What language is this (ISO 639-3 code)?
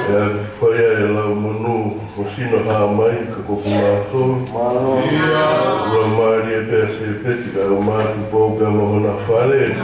ton